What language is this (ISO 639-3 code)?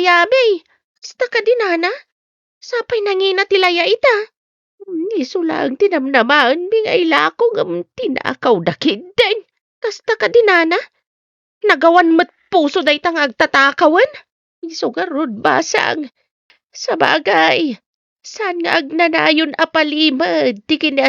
ilo